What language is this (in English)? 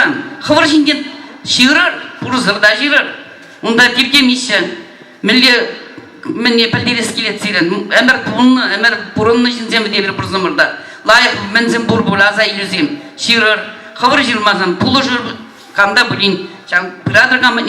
Chuvash